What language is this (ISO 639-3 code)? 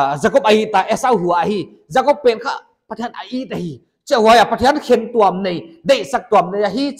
pck